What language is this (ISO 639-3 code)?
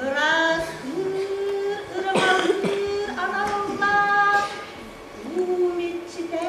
sah